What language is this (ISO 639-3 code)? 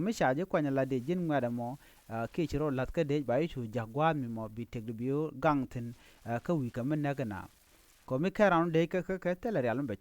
nus